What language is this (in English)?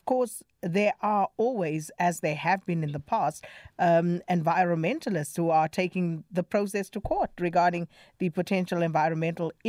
English